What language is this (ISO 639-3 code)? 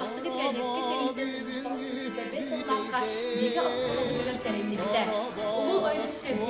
sah